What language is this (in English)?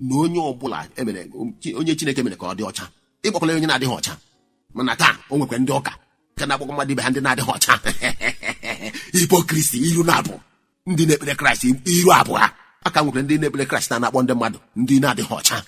Igbo